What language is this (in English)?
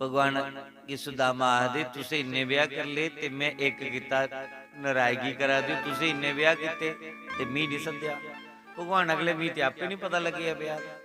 Dogri